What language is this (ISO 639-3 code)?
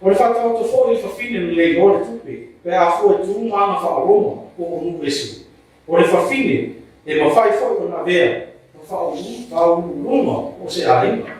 smo